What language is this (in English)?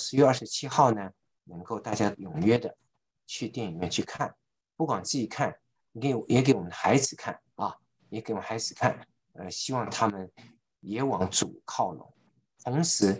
Chinese